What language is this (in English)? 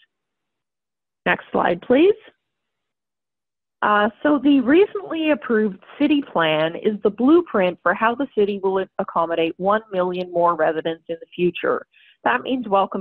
English